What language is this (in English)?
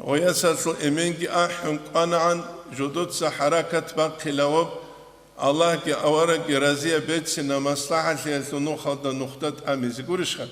Avaric